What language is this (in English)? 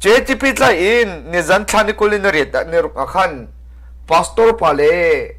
Hakha Chin